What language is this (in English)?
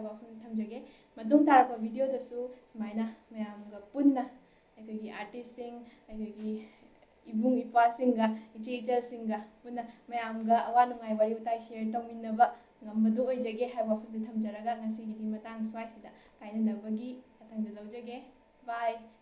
Manipuri